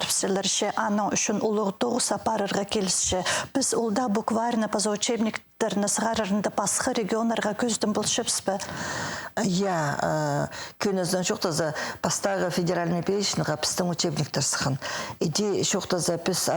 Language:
Khakas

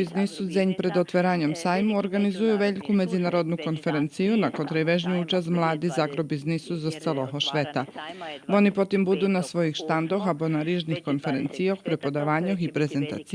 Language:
Rusyn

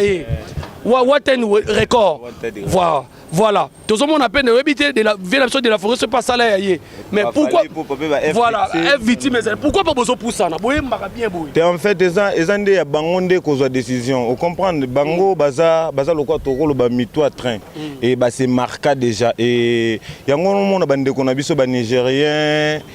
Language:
Lingala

